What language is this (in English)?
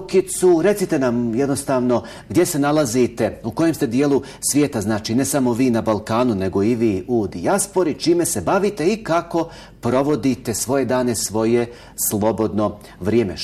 Bosnian